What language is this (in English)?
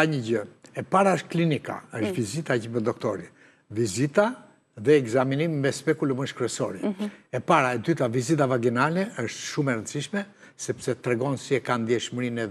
Albanian